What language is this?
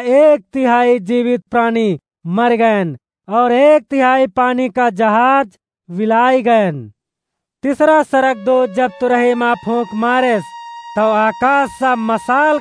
Awadhi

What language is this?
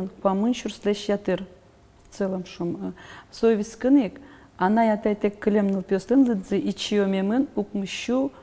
Udmurt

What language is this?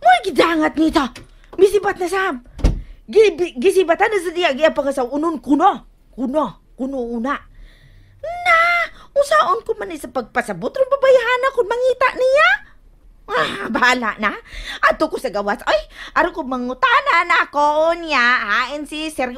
Cebuano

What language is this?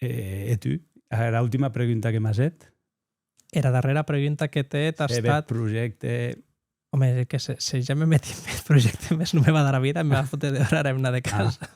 Occitan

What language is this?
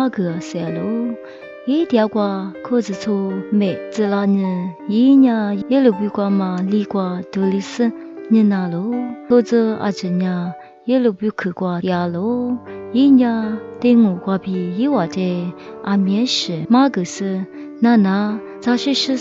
Lisu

